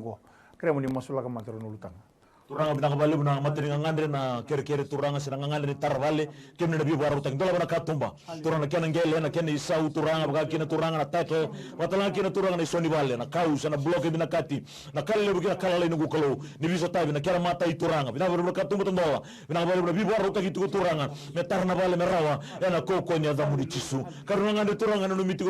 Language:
Fijian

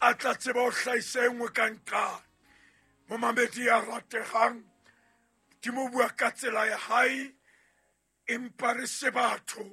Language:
Southern Sotho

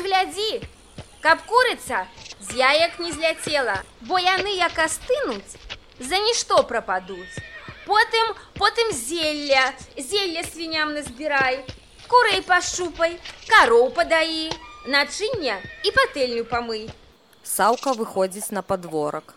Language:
Belarusian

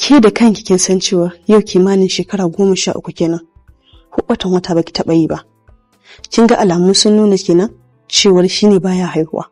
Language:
Hausa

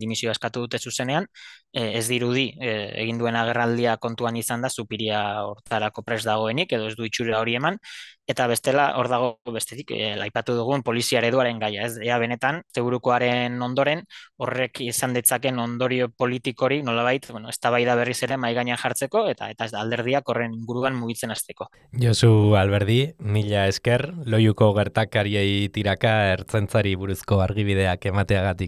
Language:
Basque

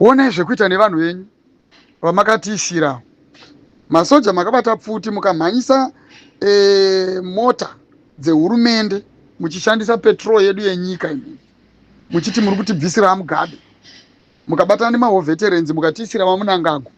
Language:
Shona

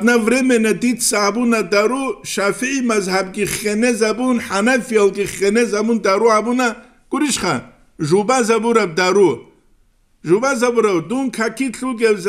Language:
Avaric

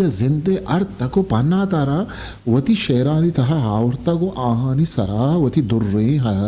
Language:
Eastern Balochi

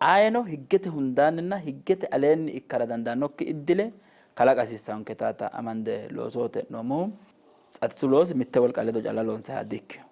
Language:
Sidamo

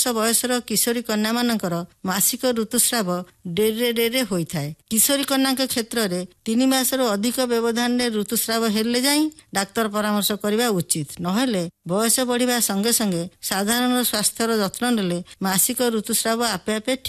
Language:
Odia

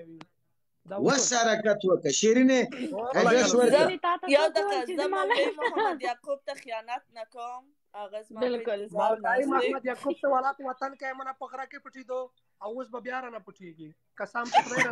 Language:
Pashto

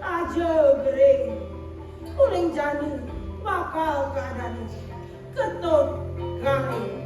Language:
Balinese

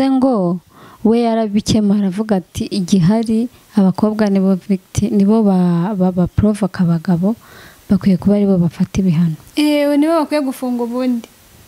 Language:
Kinyarwanda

